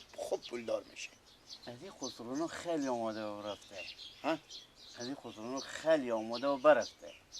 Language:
Persian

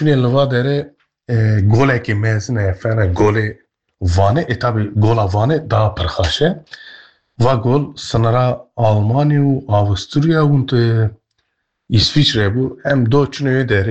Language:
Kurdish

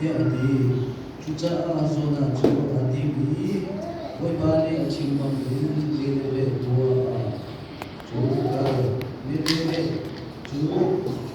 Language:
Hakha Chin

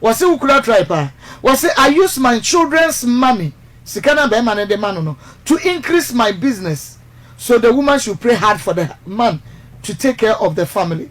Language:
Akan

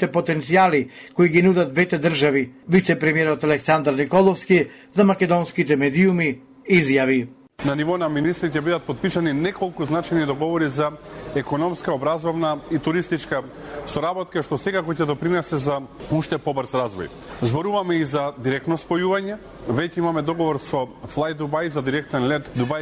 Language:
Macedonian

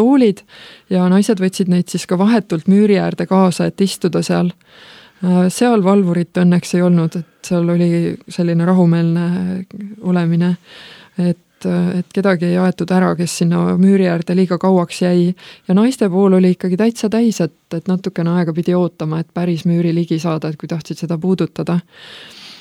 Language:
Estonian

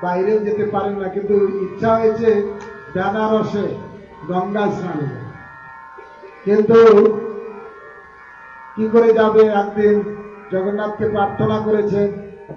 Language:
Bangla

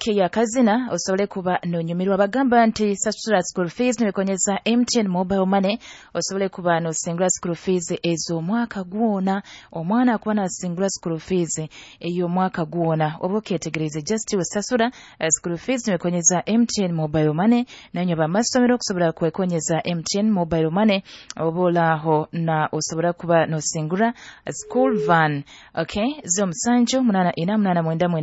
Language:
Nyoro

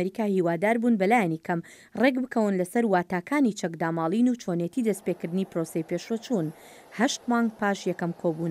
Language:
Central Kurdish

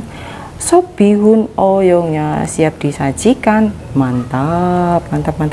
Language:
Indonesian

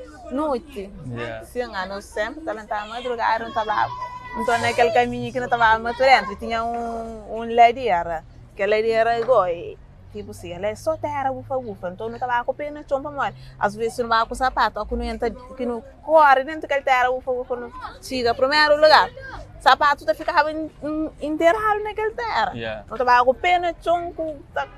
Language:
Kabuverdianu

